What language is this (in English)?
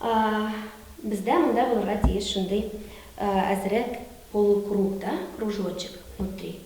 Tatar